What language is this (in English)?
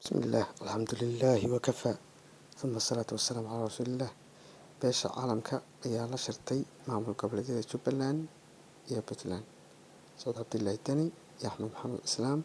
Somali